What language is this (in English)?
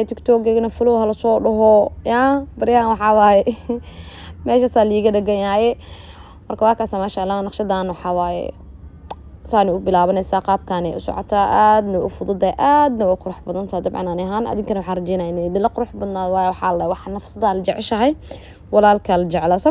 Somali